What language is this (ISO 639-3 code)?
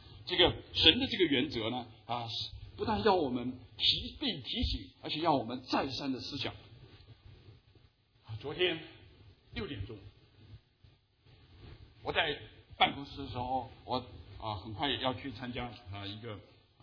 zho